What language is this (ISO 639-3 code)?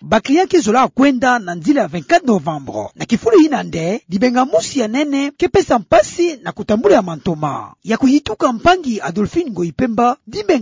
ktu